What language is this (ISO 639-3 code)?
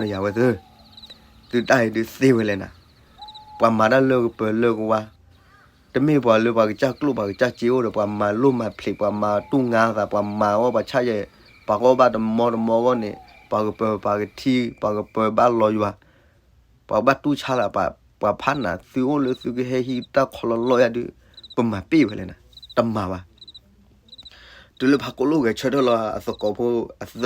ksw